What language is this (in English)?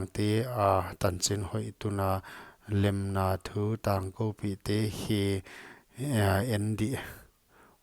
Paite Chin